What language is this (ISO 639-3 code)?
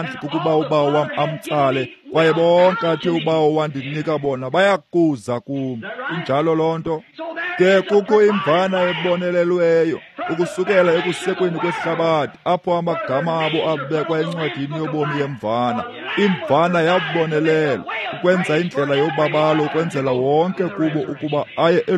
xho